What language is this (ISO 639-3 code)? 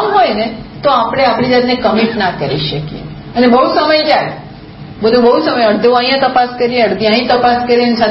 guj